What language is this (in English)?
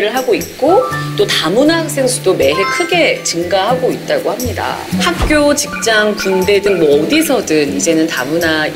Korean